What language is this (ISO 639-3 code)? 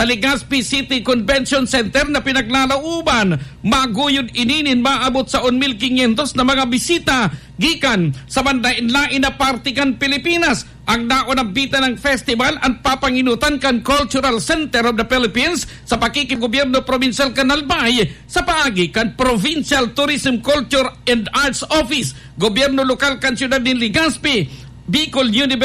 bik